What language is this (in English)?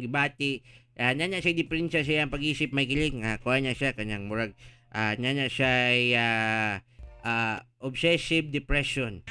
Cebuano